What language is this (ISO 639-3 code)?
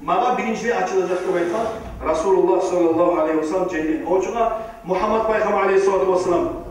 kum